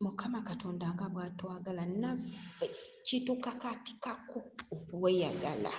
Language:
Ganda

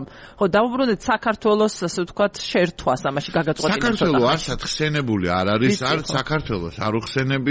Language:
Georgian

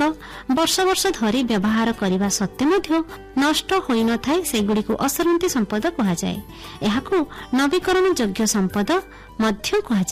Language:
Odia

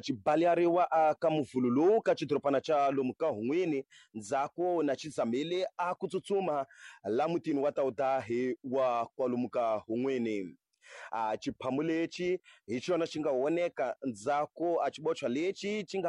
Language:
Tsonga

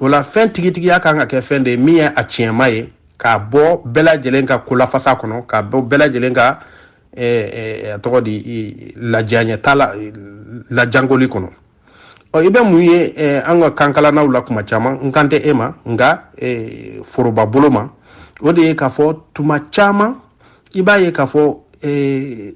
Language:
Bambara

